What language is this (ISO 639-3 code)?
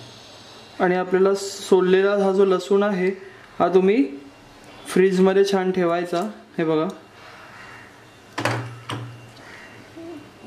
mar